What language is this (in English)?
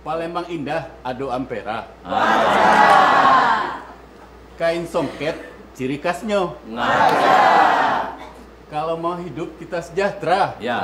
Musi